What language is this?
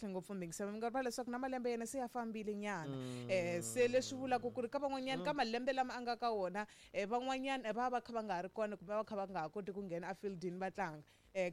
Tsonga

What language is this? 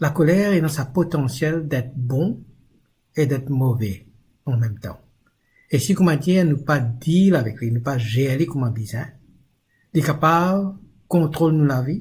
Morisyen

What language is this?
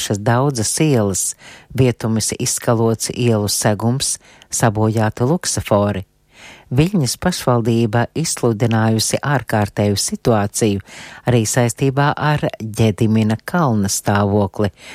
Latvian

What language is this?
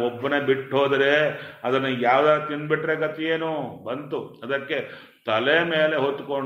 Kannada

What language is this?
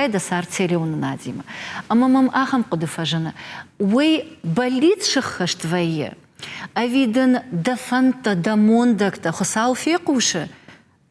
Ossetic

